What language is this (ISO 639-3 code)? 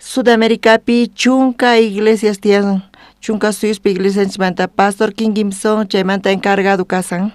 quh